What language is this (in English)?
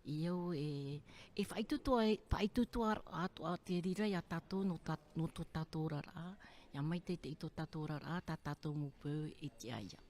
Tahitian